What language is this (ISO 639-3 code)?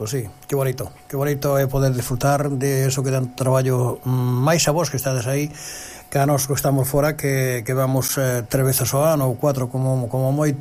glg